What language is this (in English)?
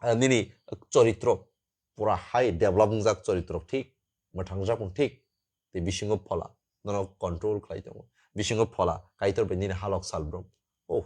Kok Borok